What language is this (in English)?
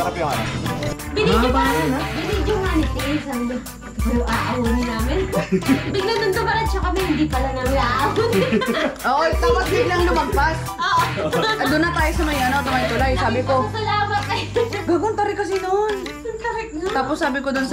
Filipino